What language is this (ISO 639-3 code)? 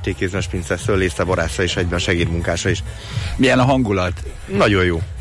hun